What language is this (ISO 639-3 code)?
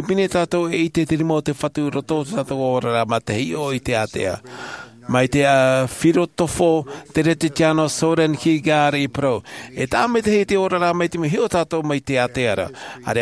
tah